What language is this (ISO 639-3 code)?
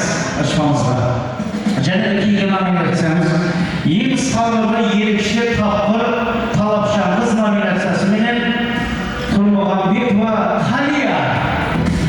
kaa